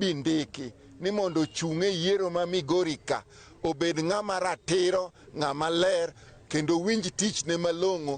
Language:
Luo (Kenya and Tanzania)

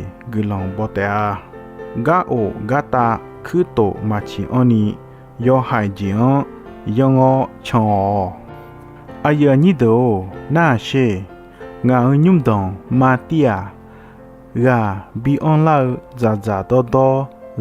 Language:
Akha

